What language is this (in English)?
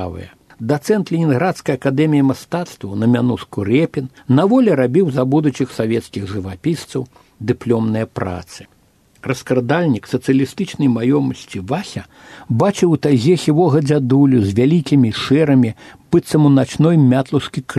Belarusian